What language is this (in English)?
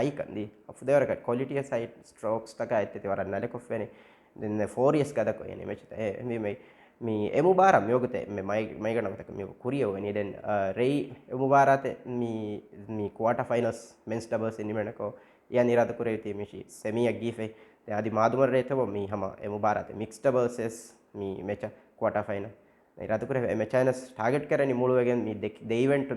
Divehi